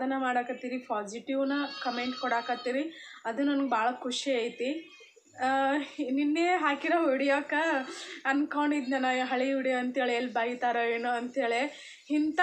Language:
Kannada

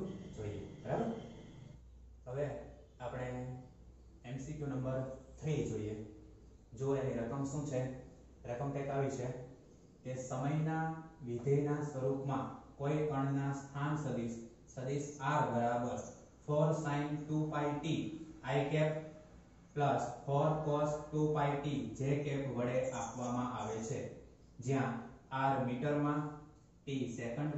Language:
Gujarati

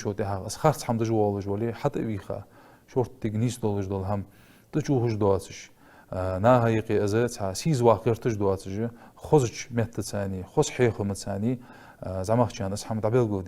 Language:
Ingush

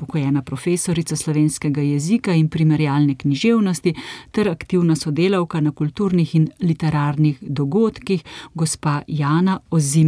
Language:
Slovenian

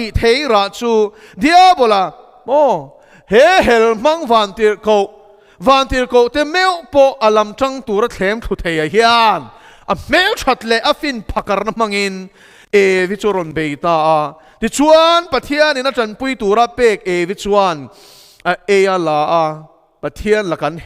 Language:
Mizo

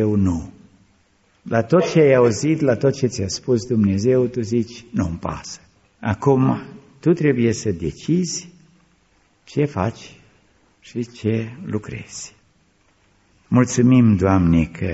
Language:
Romanian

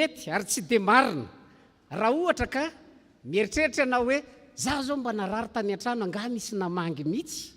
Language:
Malagasy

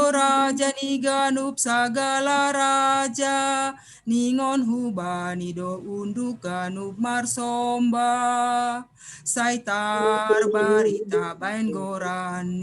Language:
Batak Simalungun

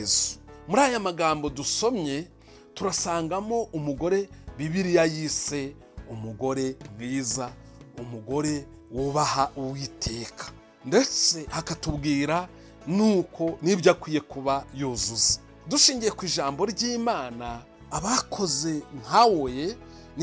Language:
Kinyarwanda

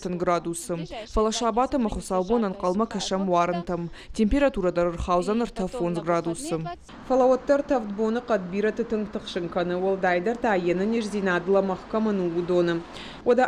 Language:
Ossetic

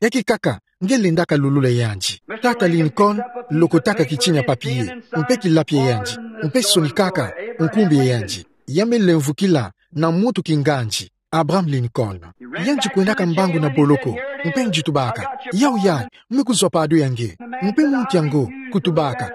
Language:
Kituba (Democratic Republic of Congo)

